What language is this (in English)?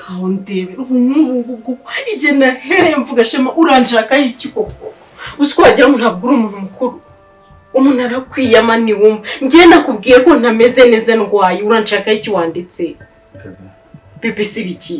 Kinyarwanda